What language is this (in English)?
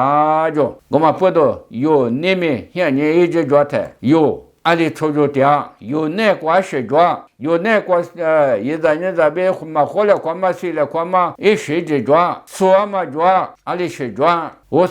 Lisu